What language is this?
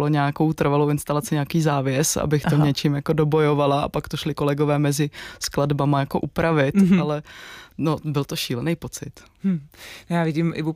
Czech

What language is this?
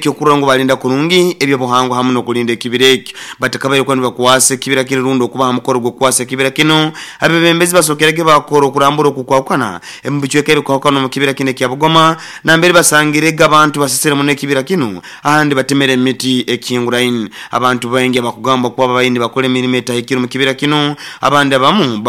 Nyankole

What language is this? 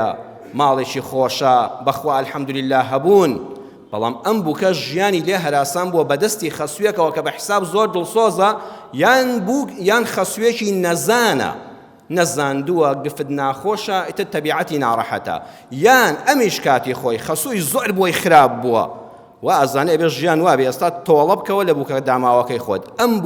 Central Kurdish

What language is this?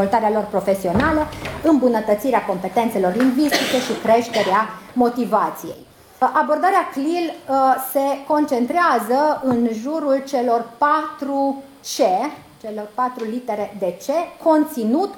Romanian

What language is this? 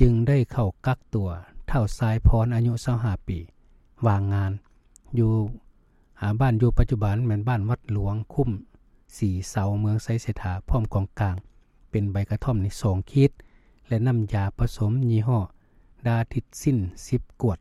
Lao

